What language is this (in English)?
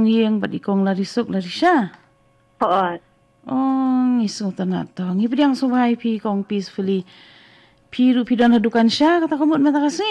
Khasi